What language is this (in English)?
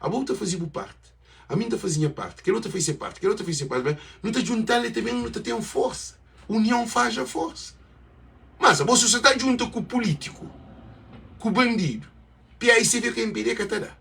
Kabuverdianu